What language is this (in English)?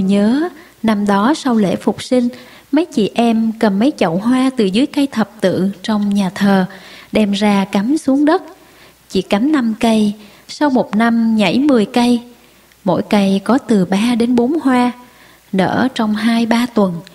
Vietnamese